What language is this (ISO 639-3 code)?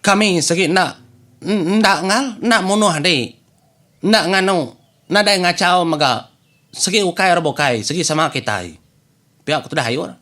iba